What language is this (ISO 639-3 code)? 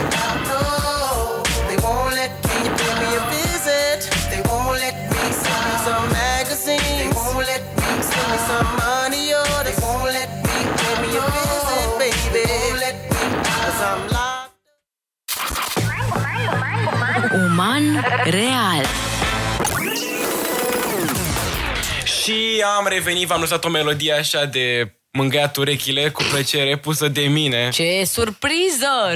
ron